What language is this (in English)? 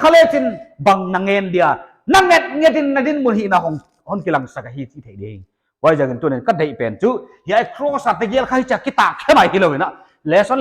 Paite Chin